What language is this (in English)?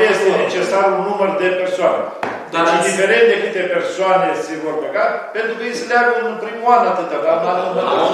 Romanian